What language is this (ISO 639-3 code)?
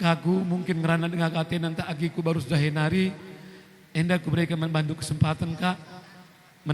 btx